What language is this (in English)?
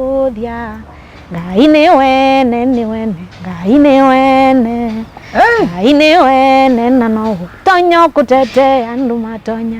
Kamba